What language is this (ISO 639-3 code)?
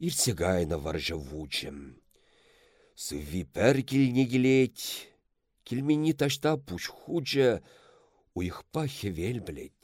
chv